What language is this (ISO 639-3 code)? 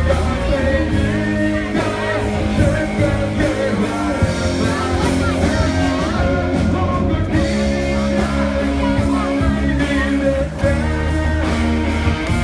tha